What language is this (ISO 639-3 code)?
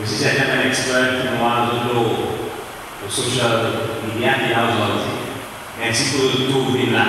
crs